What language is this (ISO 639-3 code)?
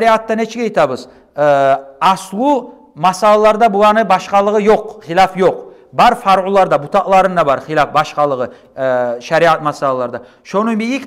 kum